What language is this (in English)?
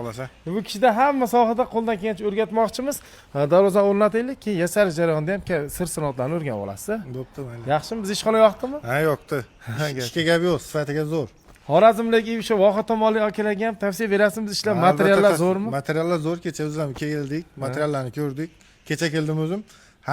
Uzbek